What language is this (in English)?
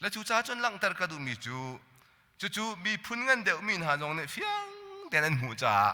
Hakha Chin